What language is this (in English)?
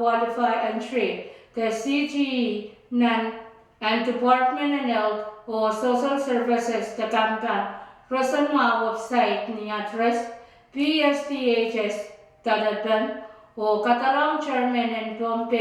Pohnpeian